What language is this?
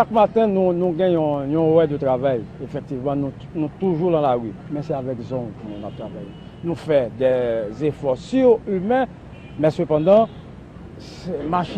Haitian Creole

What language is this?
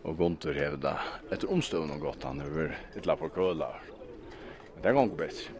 Faroese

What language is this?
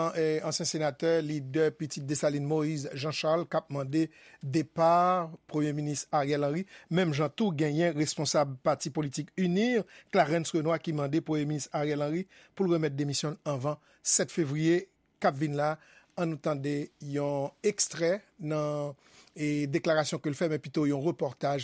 Haitian Creole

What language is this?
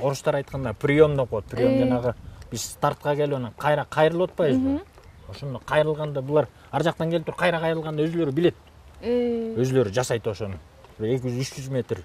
Kyrgyz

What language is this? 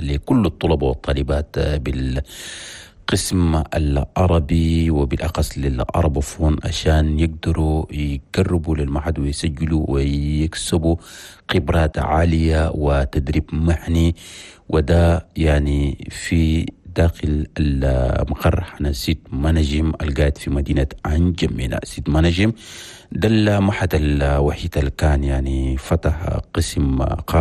Chadian Arabic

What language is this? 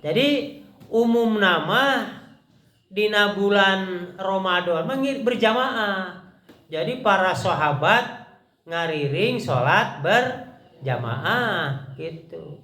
Sundanese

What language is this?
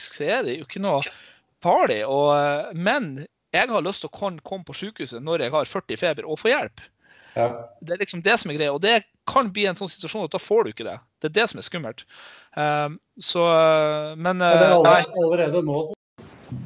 Norwegian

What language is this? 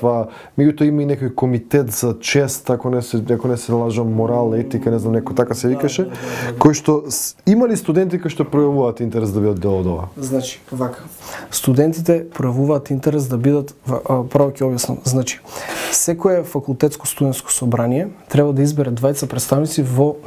Macedonian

